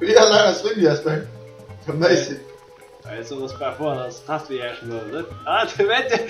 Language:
Faroese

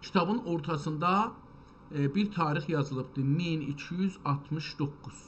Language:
South Azerbaijani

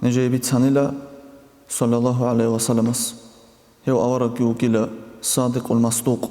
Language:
Avaric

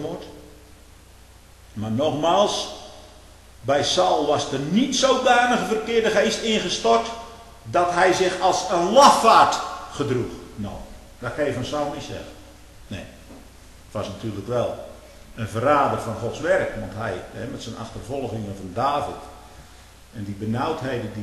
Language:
Dutch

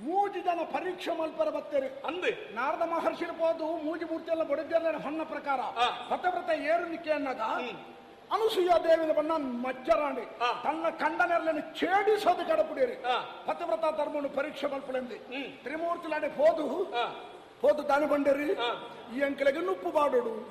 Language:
Tulu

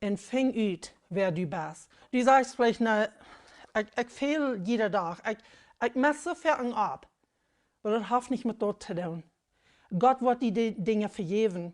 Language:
Plautdietsch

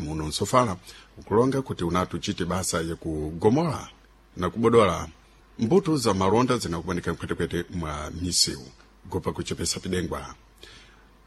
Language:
Sena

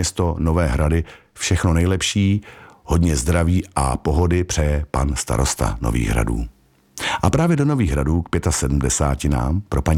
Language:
Czech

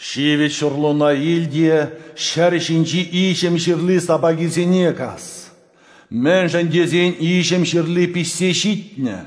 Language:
Chuvash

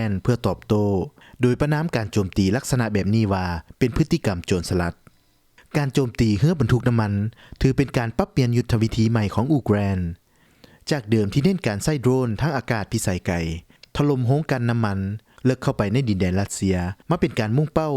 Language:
Lao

